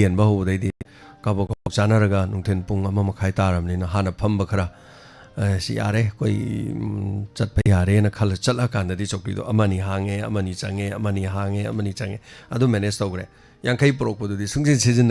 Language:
Manipuri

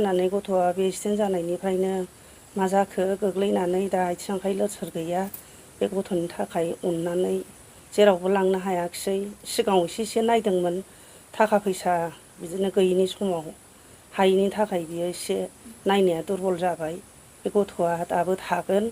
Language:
Bodo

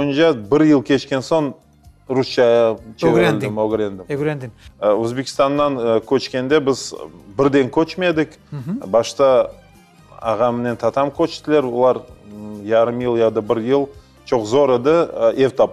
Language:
Crimean Tatar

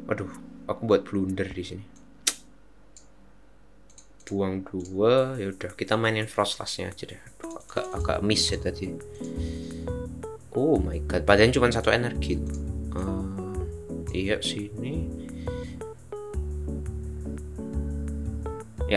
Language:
Indonesian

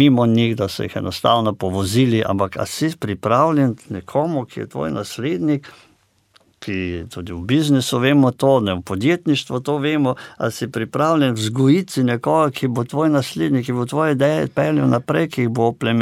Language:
Slovenian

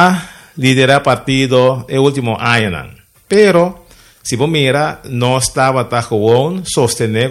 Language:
Papiamento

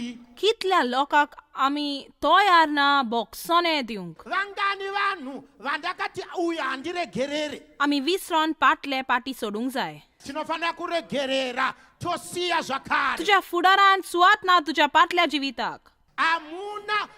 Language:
Konkani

